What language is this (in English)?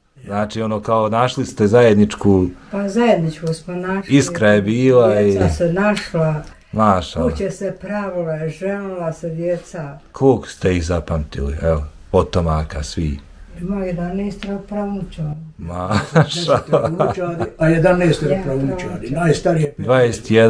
Bosnian